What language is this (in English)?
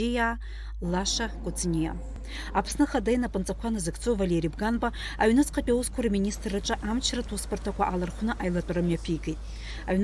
Abkhazian